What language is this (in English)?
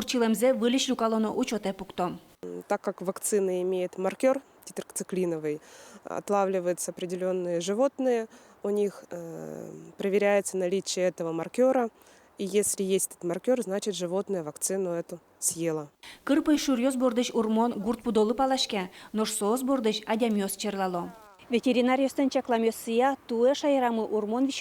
Udmurt